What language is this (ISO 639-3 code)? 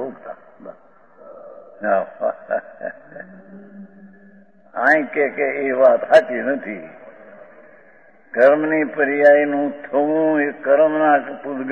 guj